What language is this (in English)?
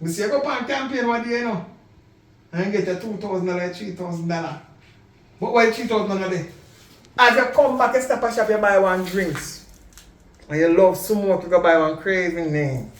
Jamaican Creole English